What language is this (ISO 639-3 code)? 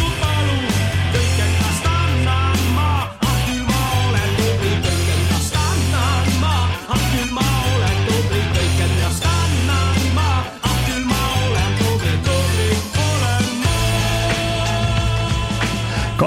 est